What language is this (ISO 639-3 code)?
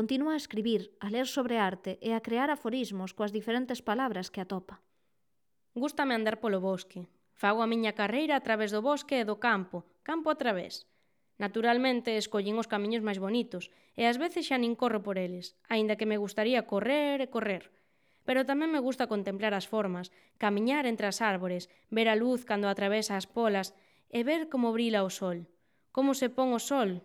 glg